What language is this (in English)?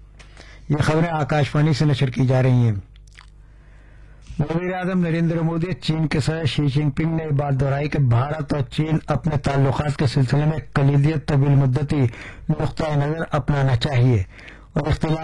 Urdu